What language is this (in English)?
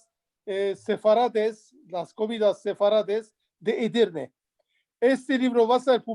Ladino